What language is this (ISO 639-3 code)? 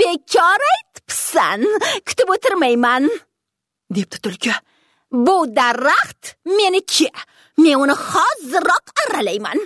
uzb